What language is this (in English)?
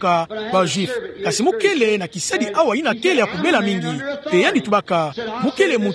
Kituba (Democratic Republic of Congo)